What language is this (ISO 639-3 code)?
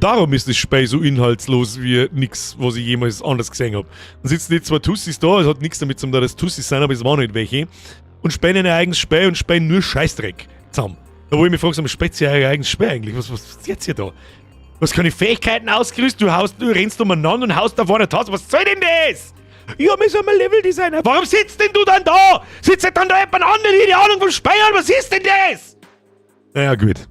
bar